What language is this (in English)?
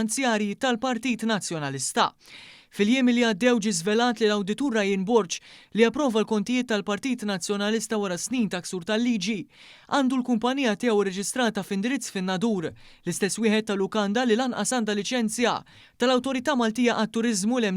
Maltese